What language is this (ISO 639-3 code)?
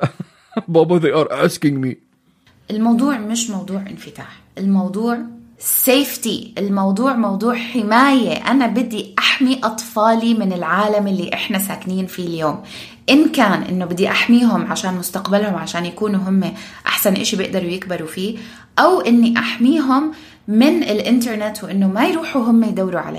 apc